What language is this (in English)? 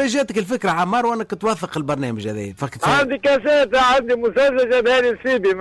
Tunisian Arabic